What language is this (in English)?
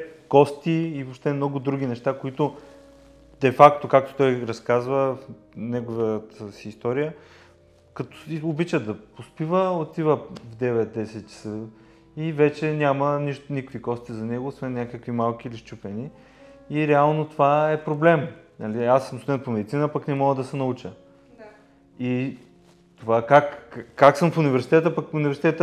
Bulgarian